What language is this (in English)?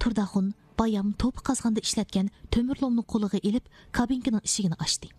Uyghur